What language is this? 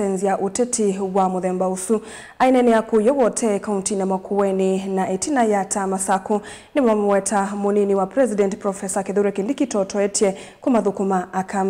Kamba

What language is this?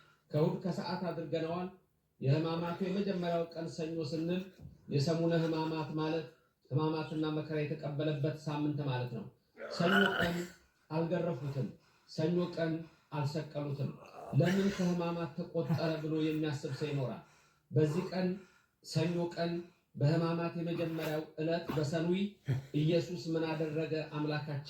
Amharic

